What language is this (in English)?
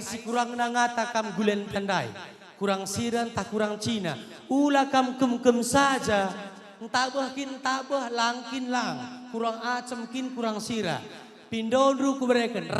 Batak Karo